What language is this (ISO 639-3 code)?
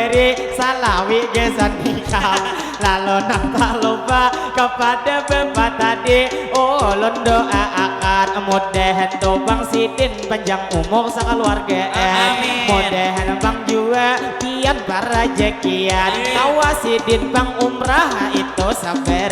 bjn